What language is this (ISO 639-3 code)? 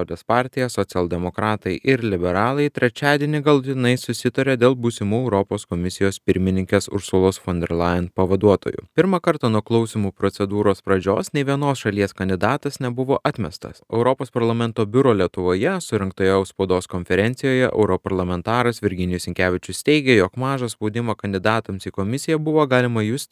lit